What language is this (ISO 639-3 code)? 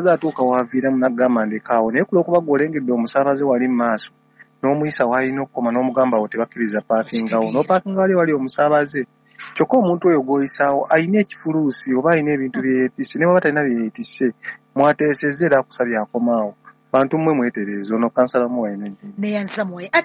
lug